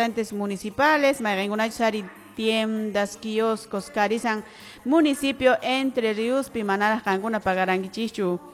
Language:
Quechua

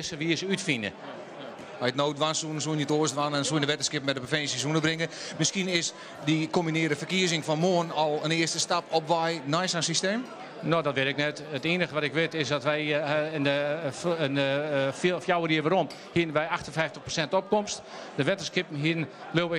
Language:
Western Frisian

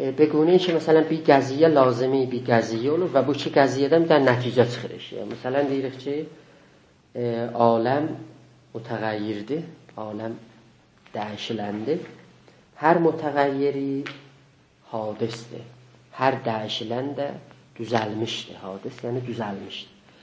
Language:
South Azerbaijani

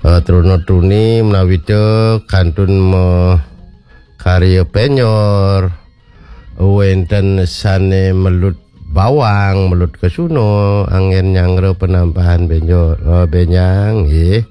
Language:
Balinese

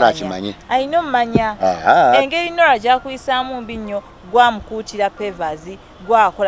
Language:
Ganda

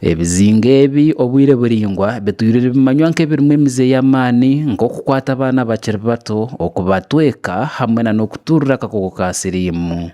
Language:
Nyankole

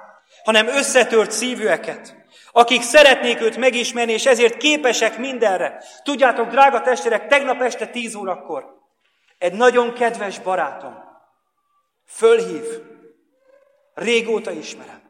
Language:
Hungarian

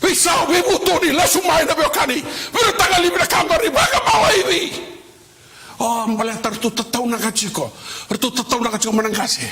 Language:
Fijian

